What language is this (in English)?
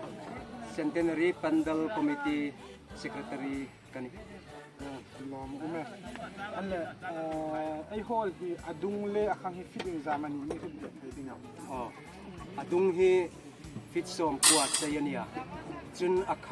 Hmar